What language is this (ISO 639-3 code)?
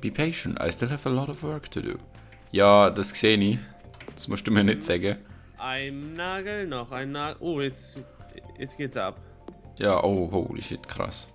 gsw